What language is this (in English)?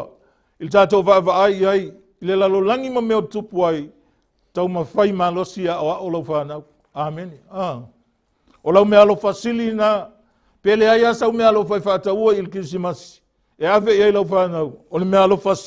Samoan